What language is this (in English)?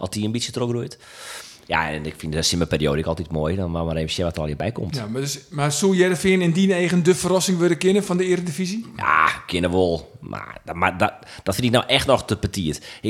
Western Frisian